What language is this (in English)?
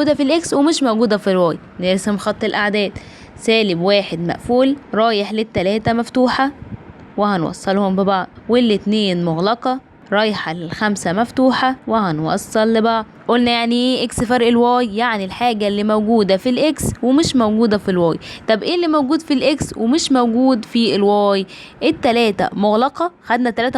Egyptian Arabic